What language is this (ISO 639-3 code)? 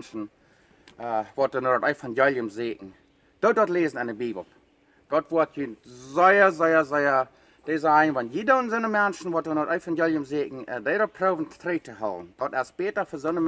pdt